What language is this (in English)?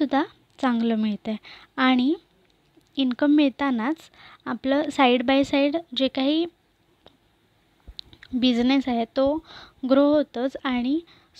Marathi